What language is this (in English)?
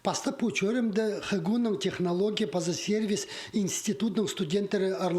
Khakas